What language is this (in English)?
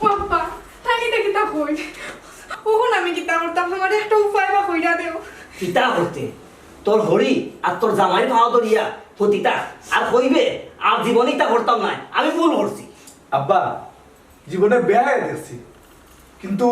Sylheti